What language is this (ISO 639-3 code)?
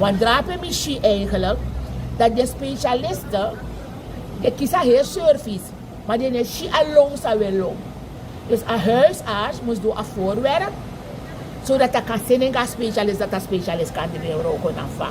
srn